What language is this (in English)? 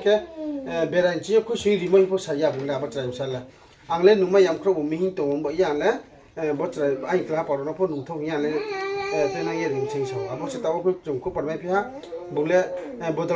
Riang (India)